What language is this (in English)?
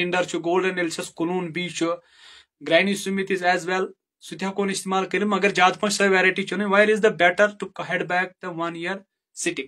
Kashmiri